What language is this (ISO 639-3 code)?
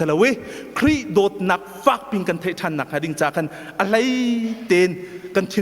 cnh